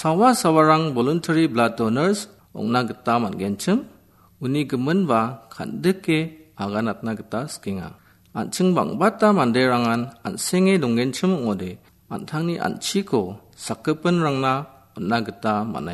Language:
Garo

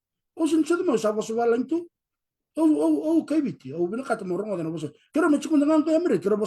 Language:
Fijian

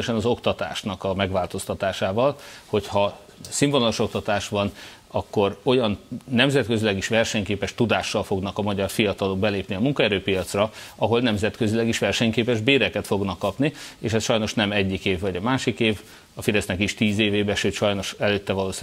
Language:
Hungarian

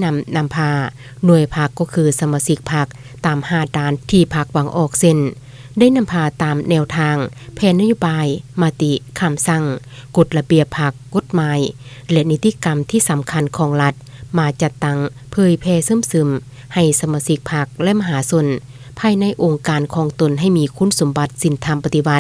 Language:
Lao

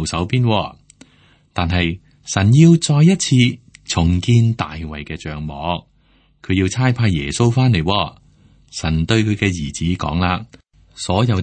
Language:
Cantonese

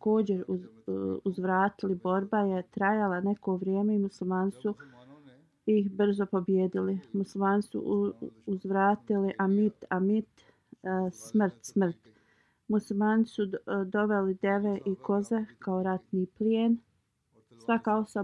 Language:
Bosnian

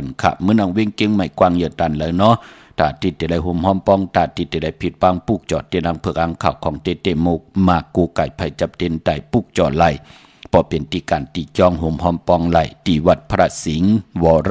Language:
Shan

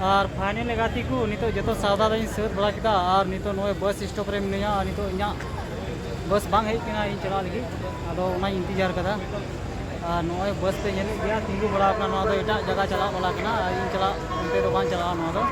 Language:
Santali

